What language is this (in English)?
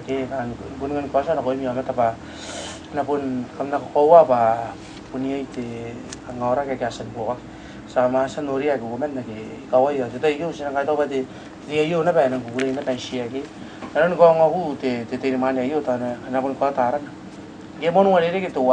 Gilbertese